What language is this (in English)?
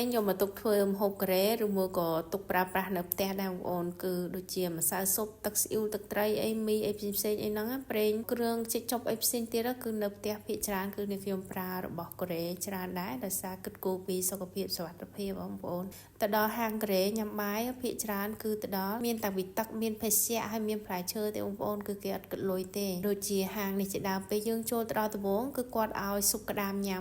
Khmer